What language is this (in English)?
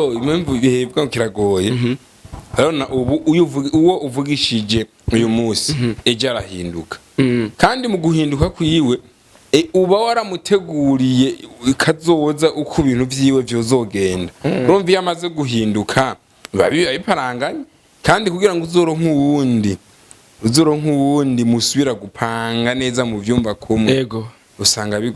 Rundi